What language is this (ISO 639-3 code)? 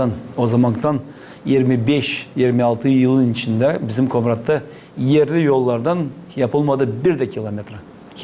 gag